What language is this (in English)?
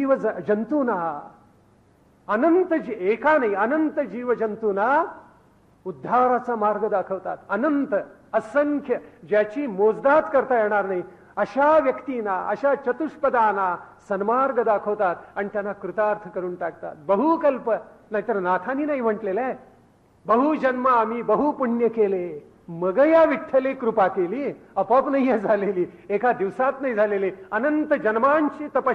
Marathi